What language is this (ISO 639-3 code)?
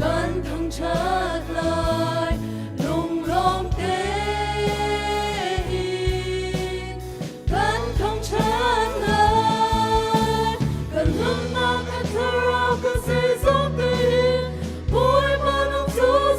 cnh